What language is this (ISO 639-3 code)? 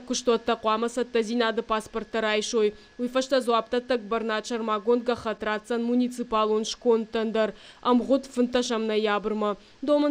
oss